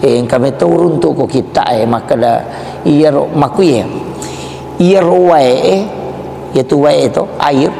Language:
Buginese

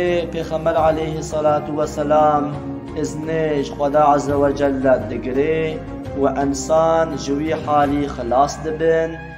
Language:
Kurdish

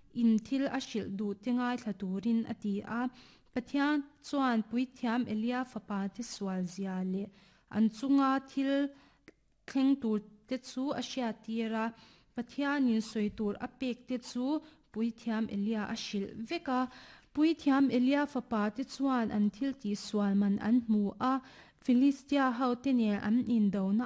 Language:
Mizo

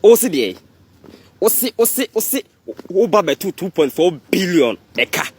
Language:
Akan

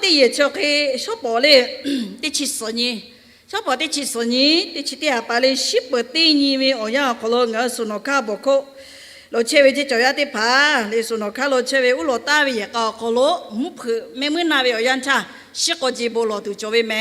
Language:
Lahu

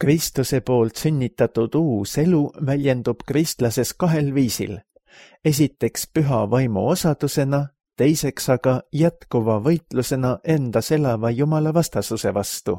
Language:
Estonian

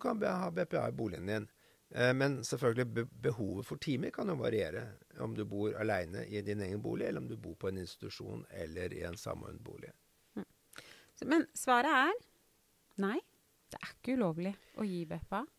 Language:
Norwegian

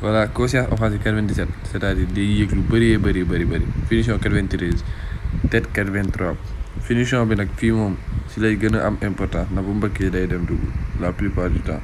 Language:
Wolof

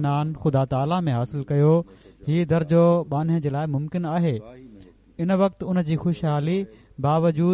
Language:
Sindhi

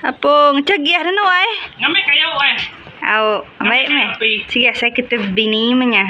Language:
Iban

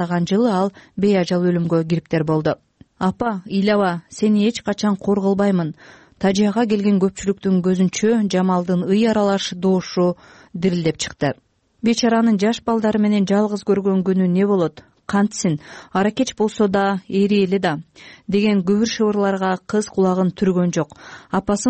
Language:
Kyrgyz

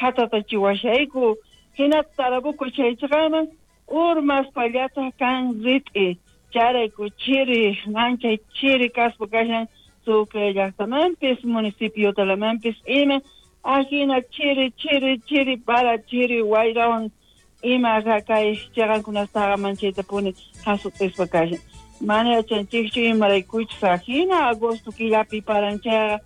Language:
South Bolivian Quechua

